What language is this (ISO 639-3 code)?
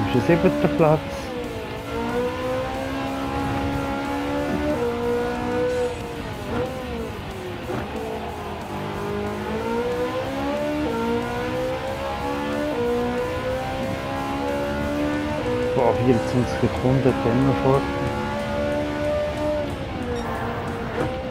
deu